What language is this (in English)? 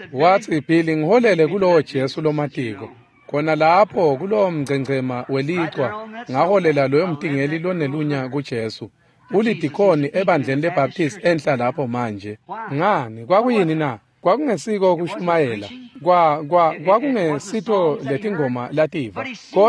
Swati